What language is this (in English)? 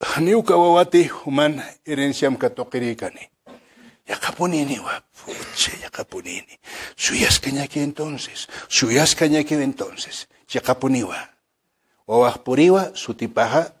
Aymara